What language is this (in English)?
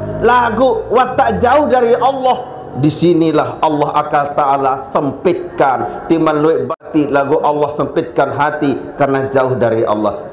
Sasak